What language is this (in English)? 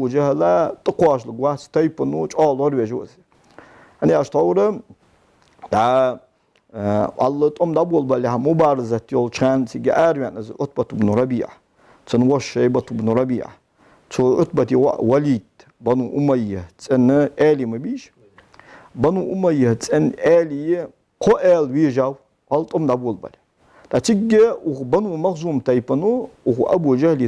Ingush